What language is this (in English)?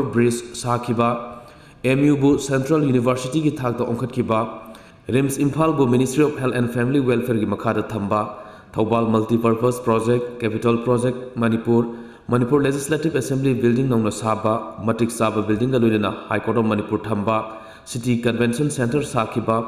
Manipuri